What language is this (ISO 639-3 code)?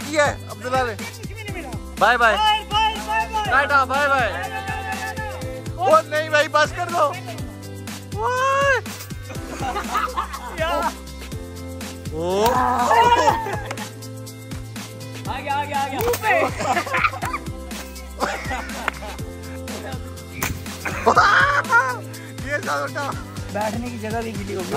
hin